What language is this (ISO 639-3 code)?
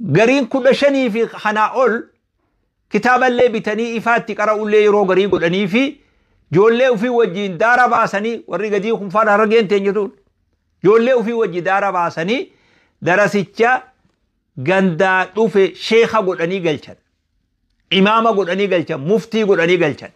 orm